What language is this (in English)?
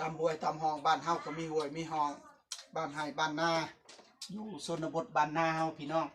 Northeastern Thai